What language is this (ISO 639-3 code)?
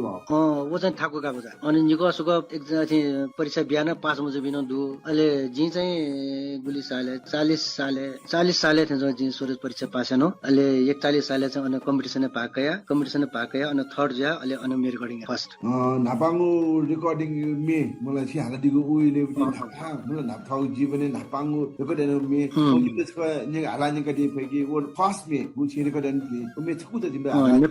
new